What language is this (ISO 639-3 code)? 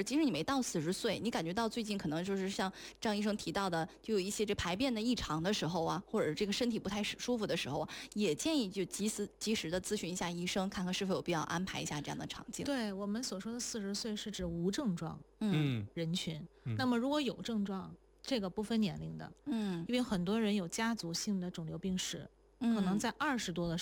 zho